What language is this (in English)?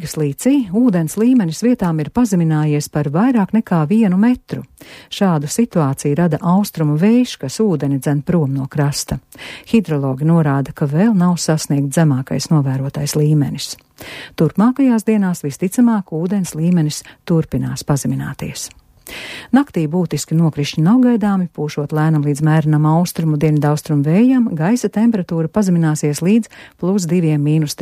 Latvian